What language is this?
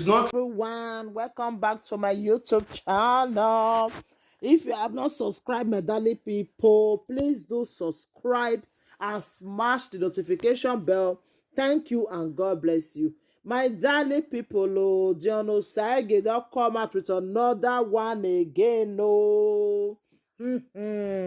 Nigerian Pidgin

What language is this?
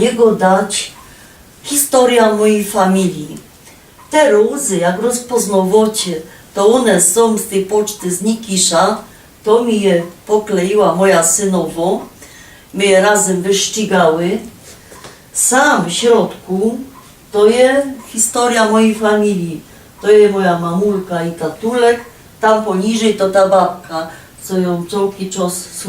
Silesian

